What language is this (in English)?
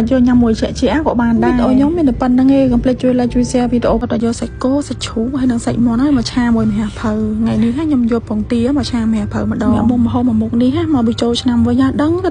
Khmer